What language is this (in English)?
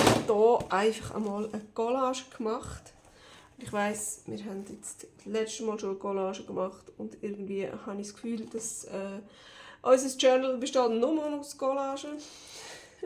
Swiss German